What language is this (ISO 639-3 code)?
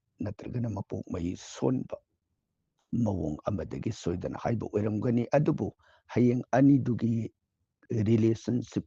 mni